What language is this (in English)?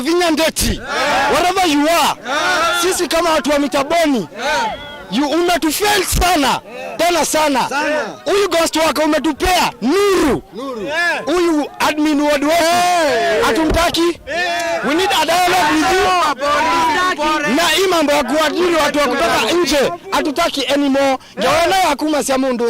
Kamba